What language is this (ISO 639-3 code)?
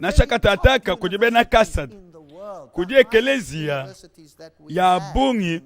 lua